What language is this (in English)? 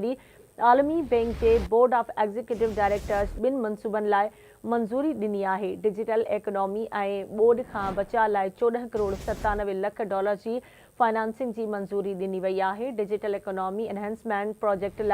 Sindhi